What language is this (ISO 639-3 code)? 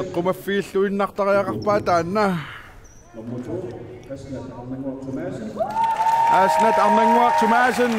kal